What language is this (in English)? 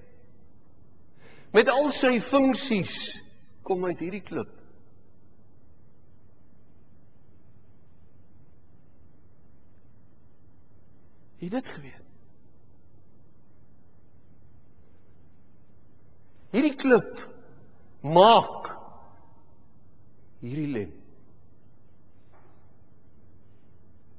Afrikaans